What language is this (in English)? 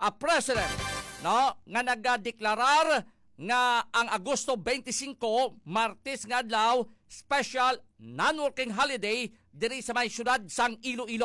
Hiligaynon